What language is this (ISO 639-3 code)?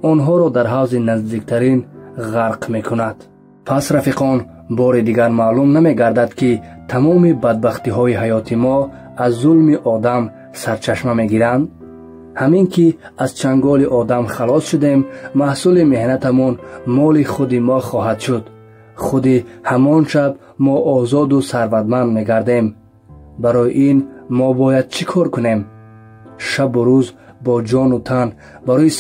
tgk